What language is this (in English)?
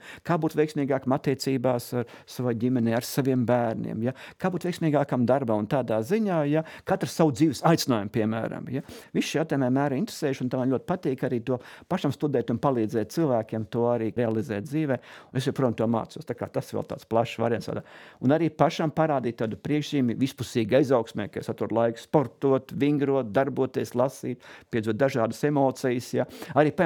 Latvian